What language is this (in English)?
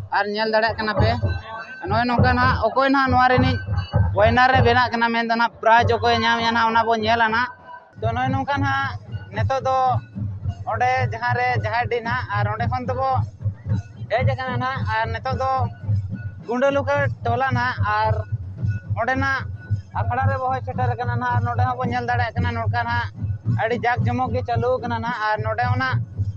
Santali